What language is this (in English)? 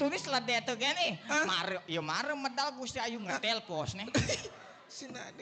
Balinese